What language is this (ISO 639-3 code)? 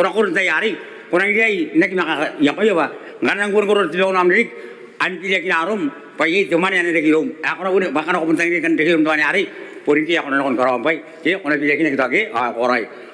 gil